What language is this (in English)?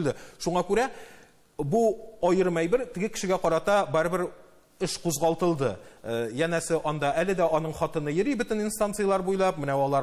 Tatar